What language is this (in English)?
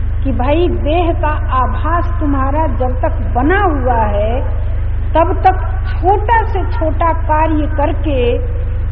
Hindi